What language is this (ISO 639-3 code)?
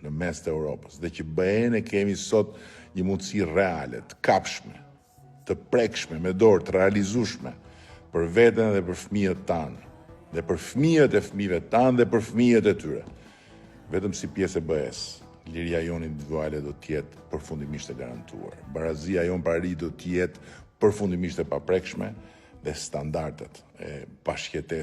sqi